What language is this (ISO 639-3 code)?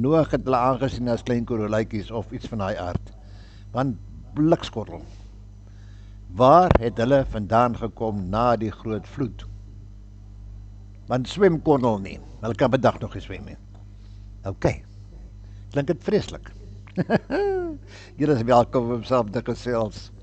afr